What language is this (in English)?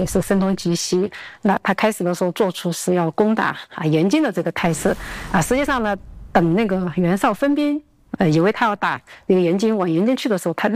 Chinese